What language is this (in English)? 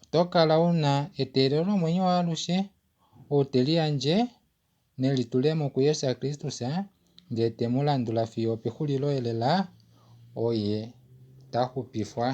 Kuanyama